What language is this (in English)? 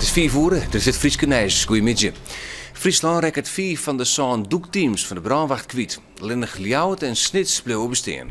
Western Frisian